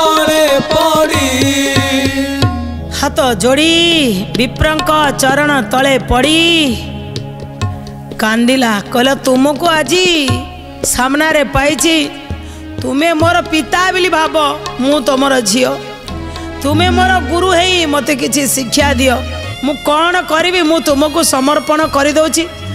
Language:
Odia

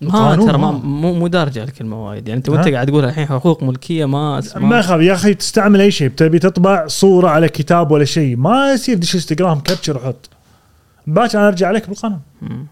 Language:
Gulf Arabic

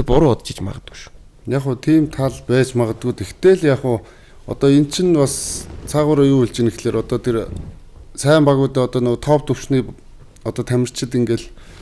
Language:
Mongolian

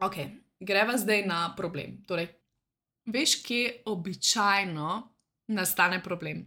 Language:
Slovenian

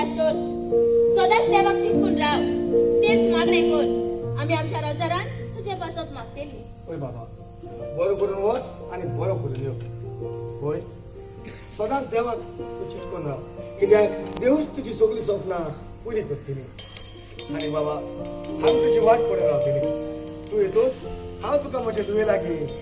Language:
Konkani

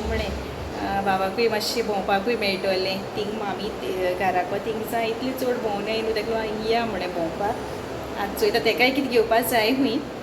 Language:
Konkani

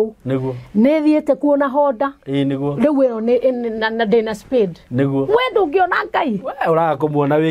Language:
Kikuyu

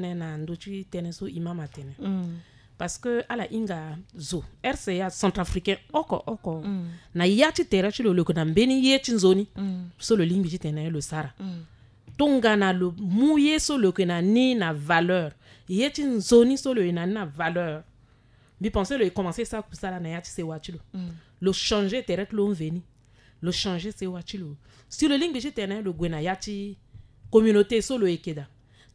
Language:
Sango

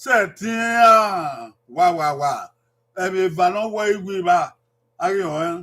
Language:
Bini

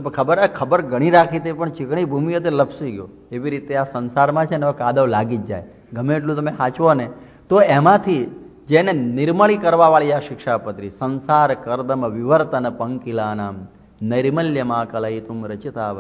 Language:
Gujarati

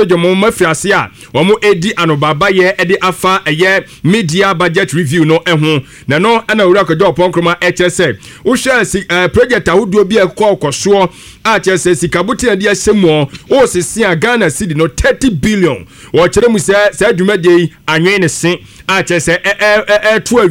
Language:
Akan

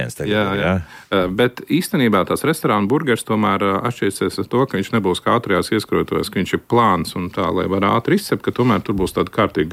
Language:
Latvian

